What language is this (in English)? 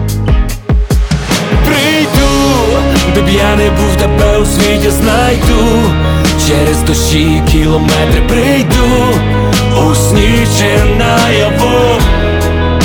Ukrainian